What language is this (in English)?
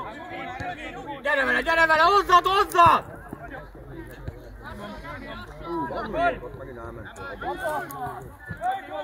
Hungarian